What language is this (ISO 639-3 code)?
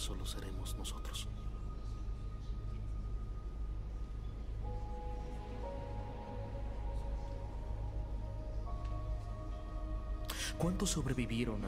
spa